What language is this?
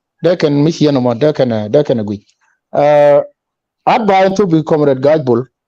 Nuer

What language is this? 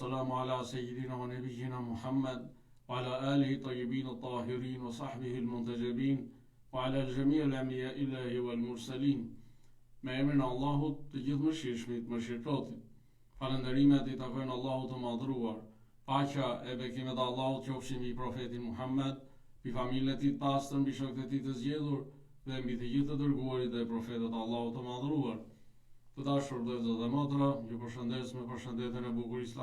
Albanian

